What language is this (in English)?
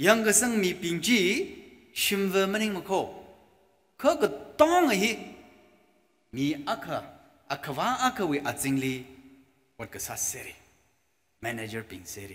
Tangkhul Naga (India)